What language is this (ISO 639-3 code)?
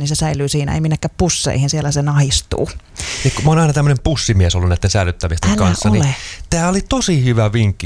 fin